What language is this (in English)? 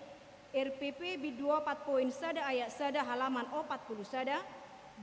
Batak Toba